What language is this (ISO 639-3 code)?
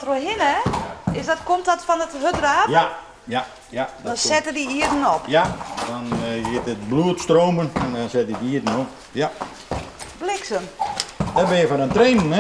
fry